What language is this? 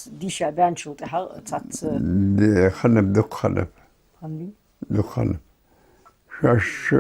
Ingush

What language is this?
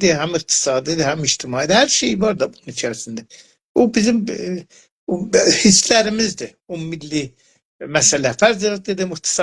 South Azerbaijani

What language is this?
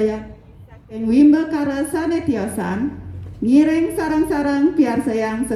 Balinese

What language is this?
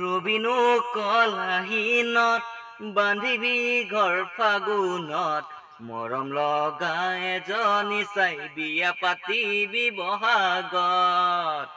Assamese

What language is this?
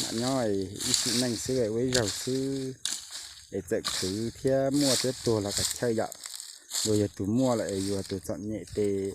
Hmong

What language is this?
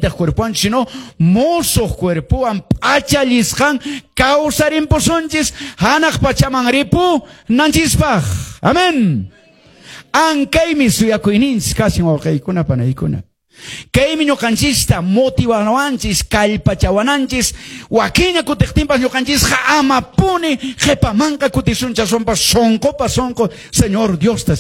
Quechua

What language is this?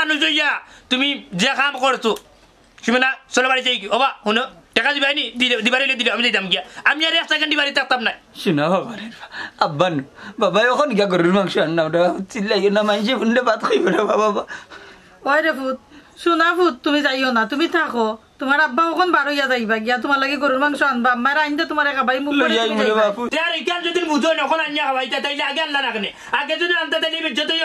Sylheti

